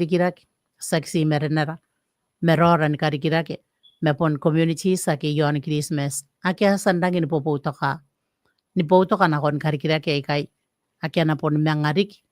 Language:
Gilbertese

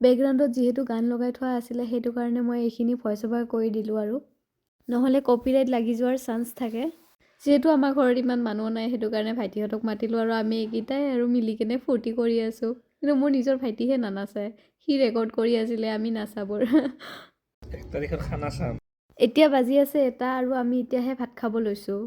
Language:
Assamese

